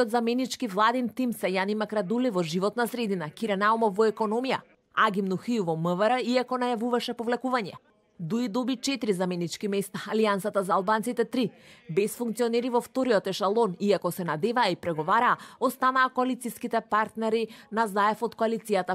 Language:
Macedonian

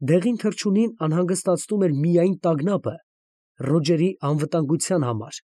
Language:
Armenian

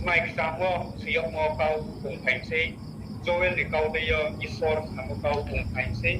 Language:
Riang (India)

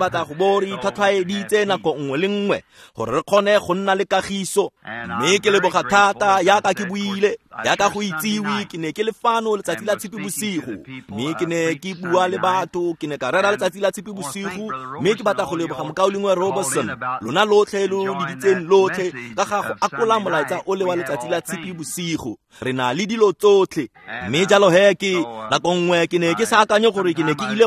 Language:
Tswana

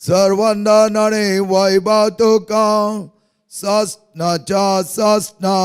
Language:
Konkani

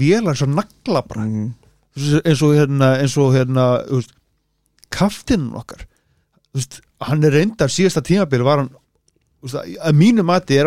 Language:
Icelandic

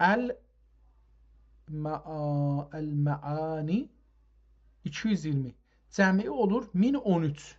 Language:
South Azerbaijani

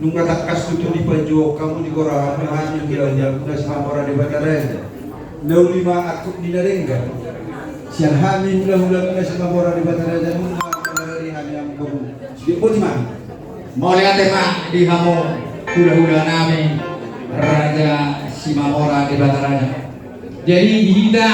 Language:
Batak Toba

